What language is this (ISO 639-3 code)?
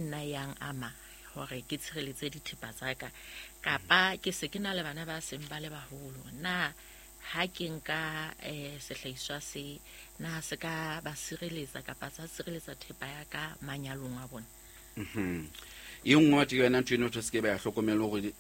sot